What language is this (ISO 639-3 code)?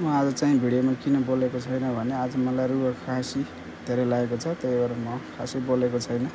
nep